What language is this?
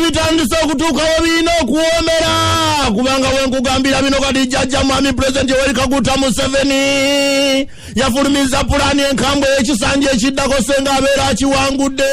Ganda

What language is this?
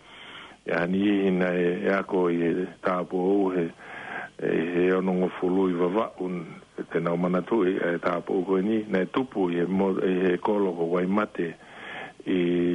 Tongan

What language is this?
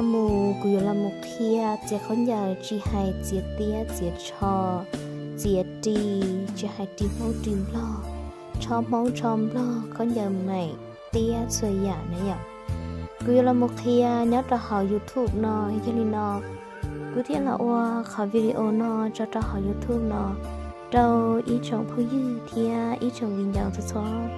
Hmong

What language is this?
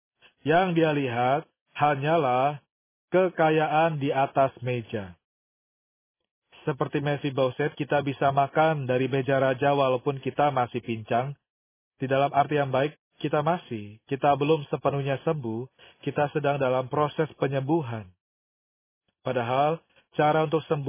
Indonesian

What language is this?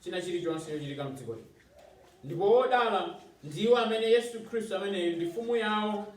Nyanja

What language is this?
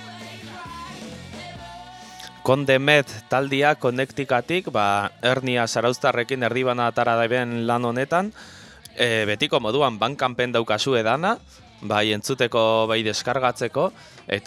Basque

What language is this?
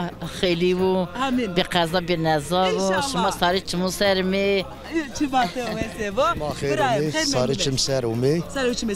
Zaza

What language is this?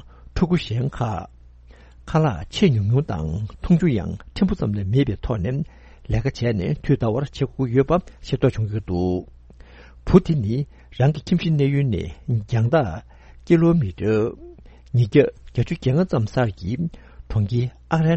Tibetan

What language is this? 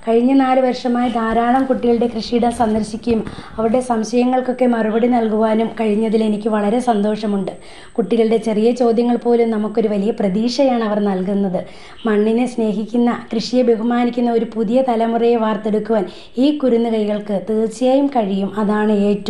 Malayalam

